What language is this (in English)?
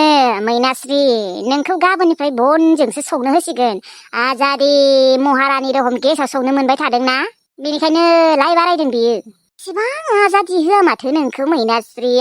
Bodo